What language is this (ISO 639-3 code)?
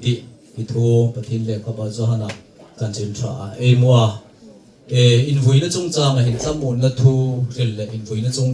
hmr